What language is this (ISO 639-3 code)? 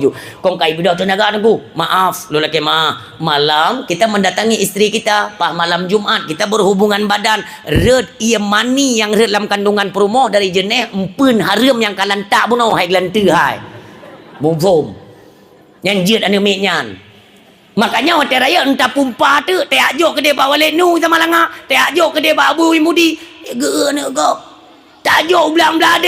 ace